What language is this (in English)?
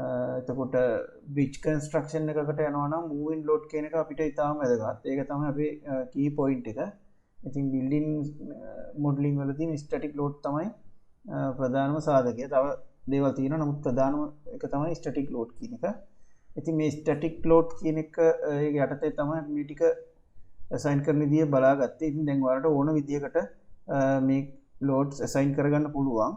Sinhala